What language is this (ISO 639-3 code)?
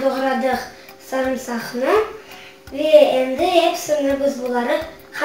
crh